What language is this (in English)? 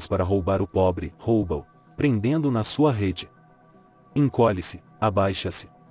Portuguese